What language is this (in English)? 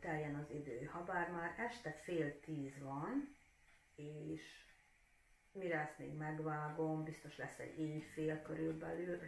Hungarian